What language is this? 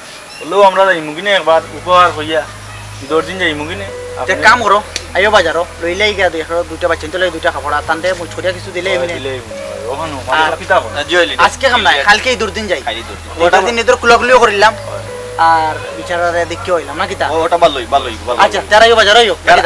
Sylheti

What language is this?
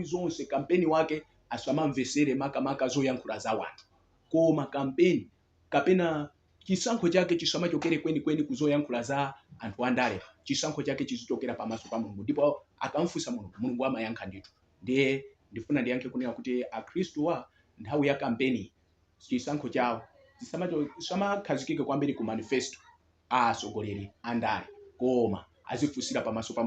Nyanja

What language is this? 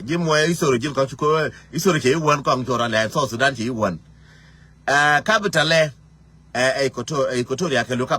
Nuer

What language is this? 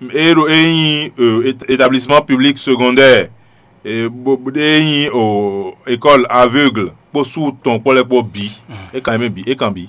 Fon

